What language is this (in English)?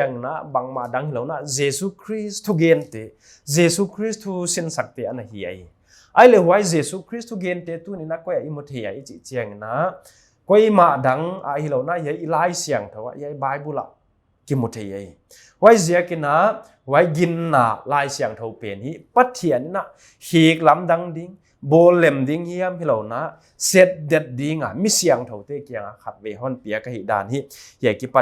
Paite Chin